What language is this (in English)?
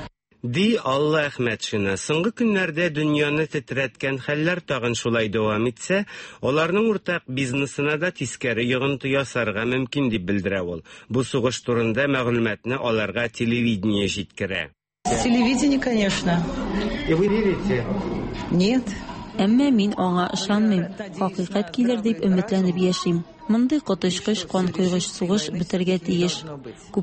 Tatar